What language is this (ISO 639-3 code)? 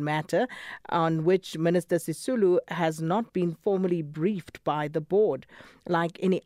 eng